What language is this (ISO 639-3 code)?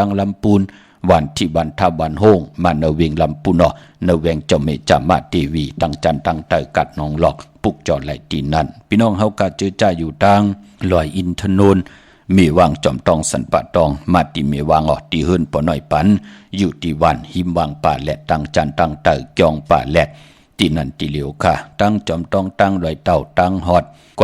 shn